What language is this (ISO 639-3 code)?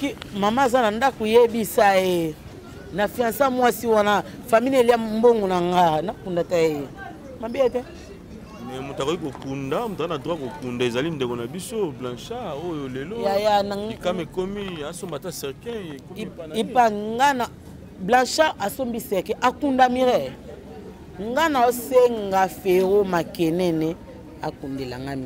lin